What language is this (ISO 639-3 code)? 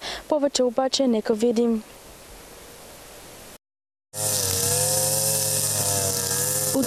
bul